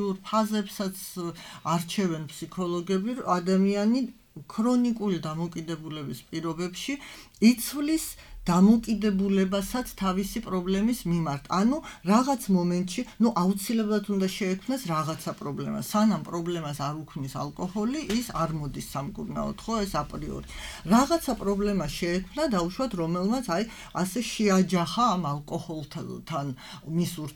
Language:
Georgian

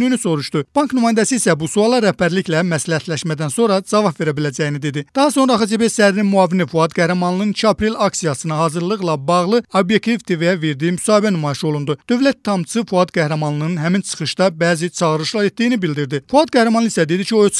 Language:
Azerbaijani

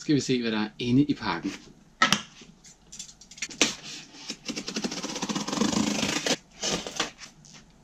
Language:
Danish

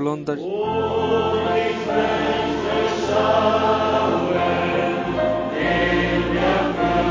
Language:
Polish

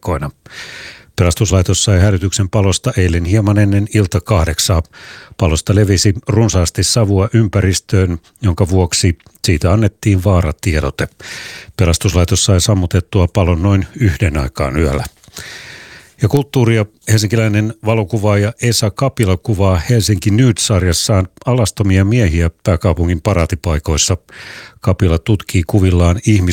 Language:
Finnish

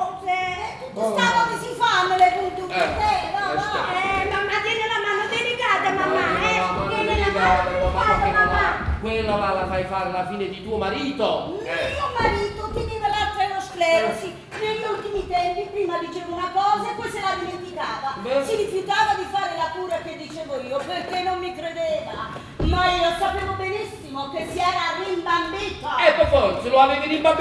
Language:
Neapolitan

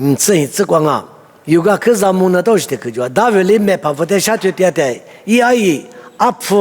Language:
Lisu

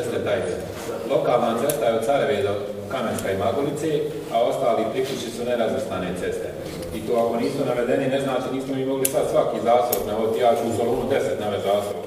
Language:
Bosnian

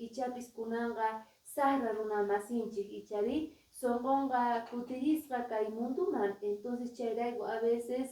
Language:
Quechua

